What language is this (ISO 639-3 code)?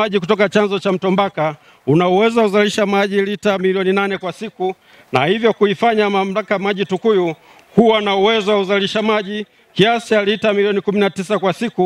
swa